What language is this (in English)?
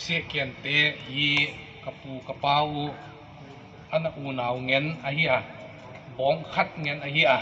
Tedim Chin